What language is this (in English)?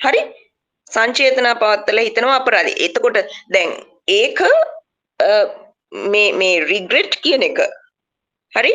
Sinhala